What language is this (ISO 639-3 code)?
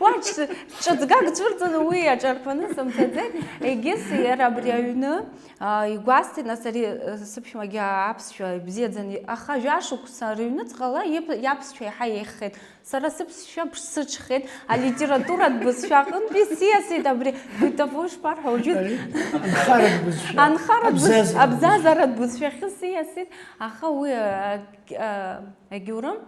abk